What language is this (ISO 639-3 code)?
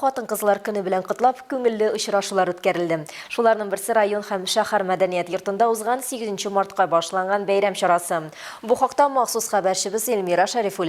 tat